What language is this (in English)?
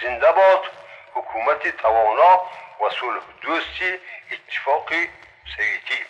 Tajik